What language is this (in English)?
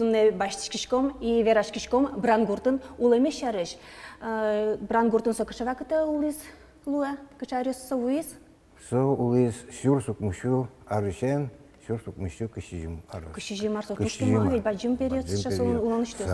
Udmurt